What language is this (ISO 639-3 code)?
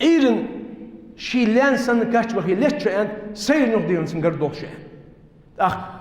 inh